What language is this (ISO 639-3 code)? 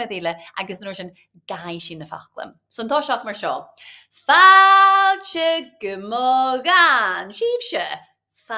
gla